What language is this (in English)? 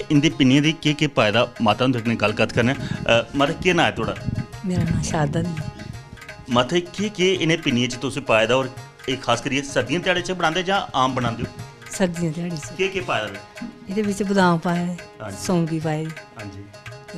Dogri